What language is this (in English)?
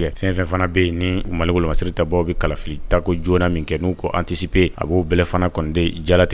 Bambara